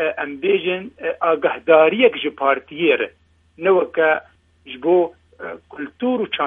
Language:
Kurdish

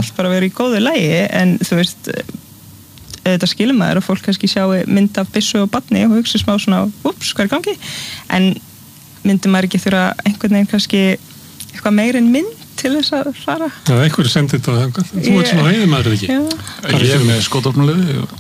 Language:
Icelandic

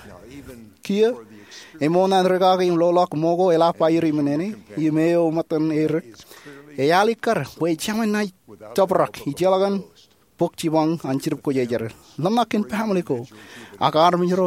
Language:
Marshallese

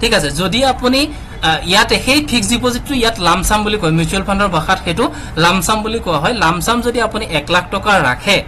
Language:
Assamese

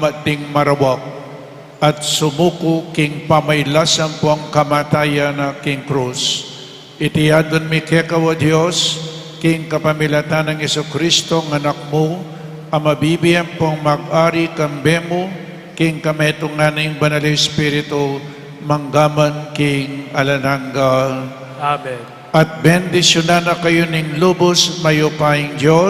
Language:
Pampanga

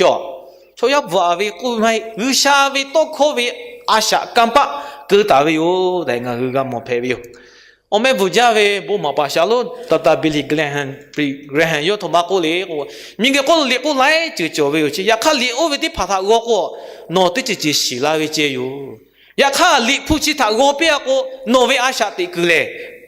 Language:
Lahu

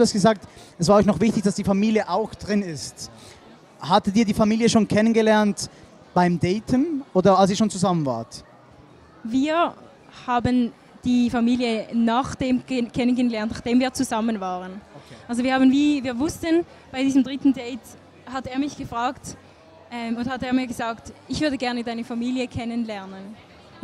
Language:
Swiss German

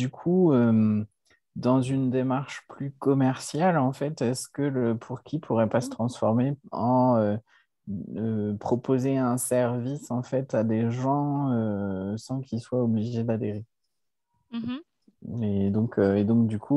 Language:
French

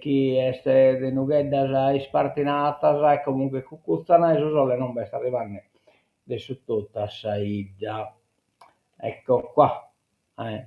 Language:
Sardinian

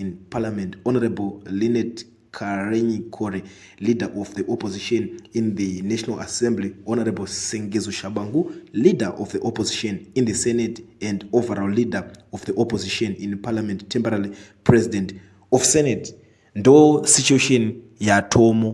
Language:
Shona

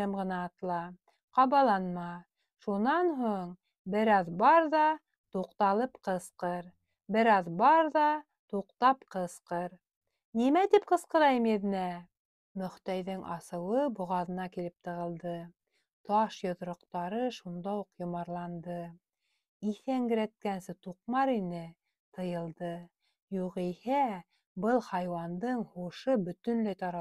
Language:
Bashkir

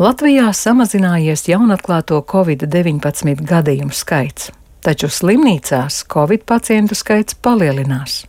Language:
Latvian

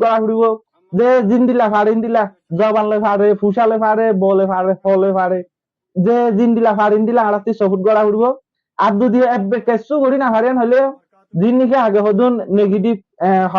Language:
Rohingya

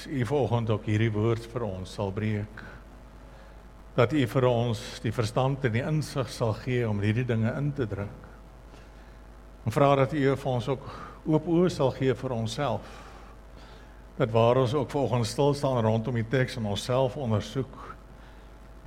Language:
Afrikaans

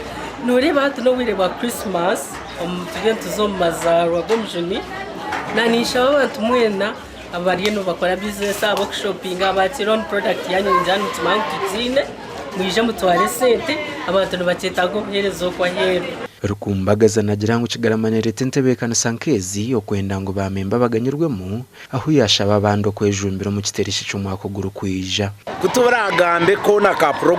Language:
Nyankole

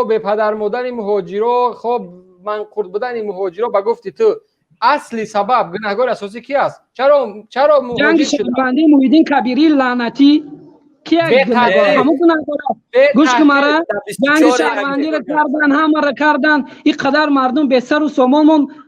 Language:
Tajik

